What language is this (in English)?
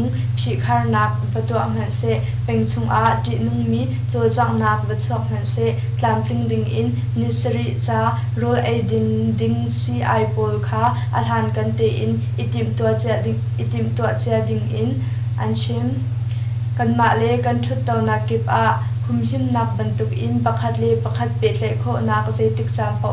Hakha Chin